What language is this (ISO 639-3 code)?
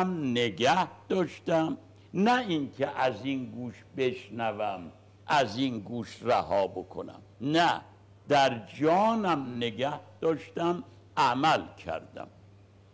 fas